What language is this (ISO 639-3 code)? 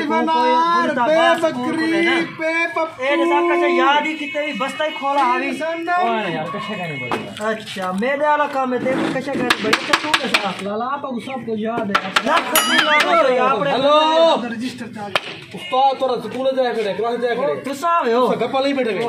skr